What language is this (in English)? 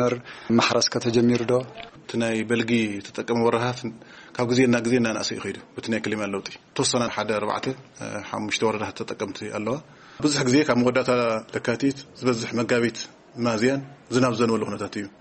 Tigrinya